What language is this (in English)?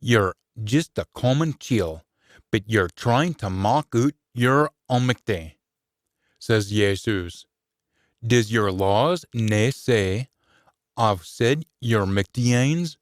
Scots